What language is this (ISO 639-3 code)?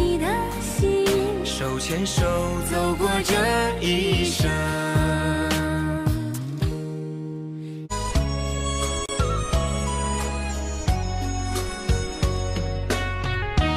zho